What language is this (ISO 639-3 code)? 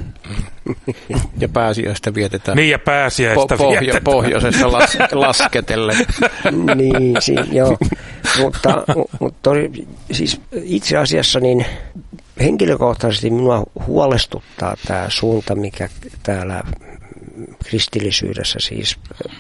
fin